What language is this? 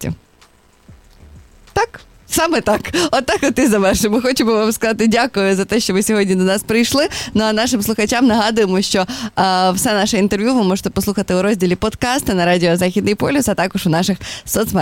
Ukrainian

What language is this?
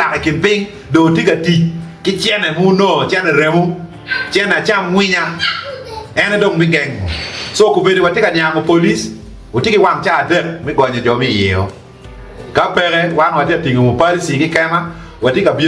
Acoli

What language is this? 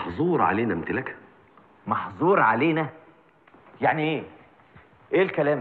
Egyptian Arabic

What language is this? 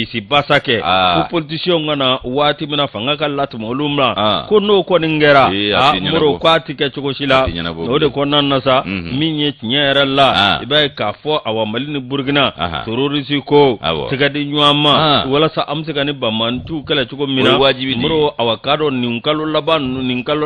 Bambara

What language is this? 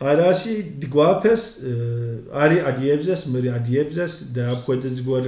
Kabardian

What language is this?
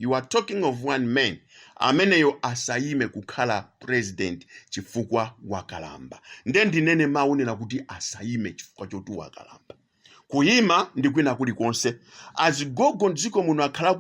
Nyanja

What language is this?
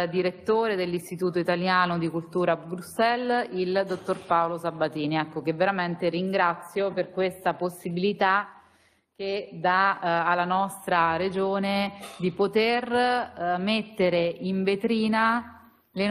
Italian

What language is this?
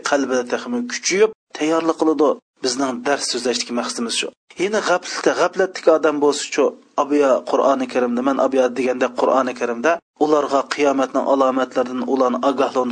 Uyghur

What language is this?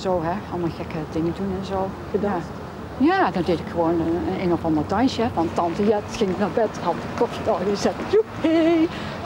Dutch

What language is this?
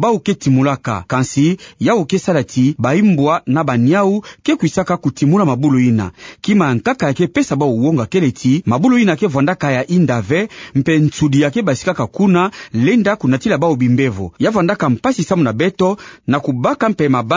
Kituba (Democratic Republic of Congo)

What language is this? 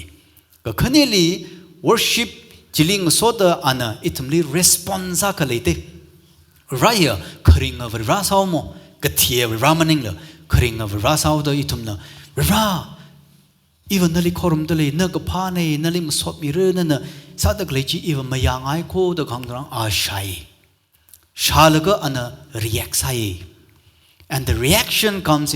Tangkhul Naga (India)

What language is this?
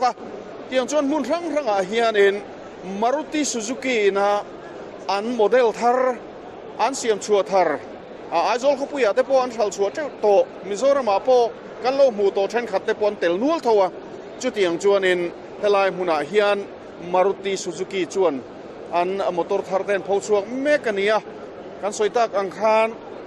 Mizo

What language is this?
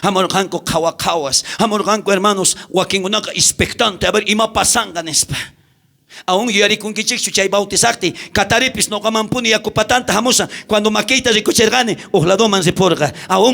South Bolivian Quechua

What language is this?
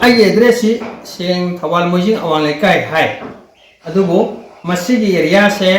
Manipuri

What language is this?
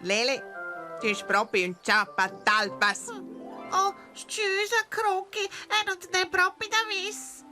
Romansh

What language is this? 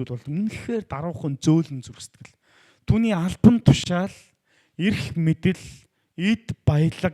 Mongolian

